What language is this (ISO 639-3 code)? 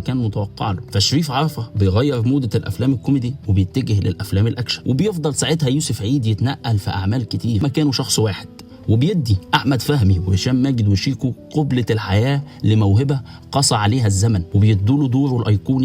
arz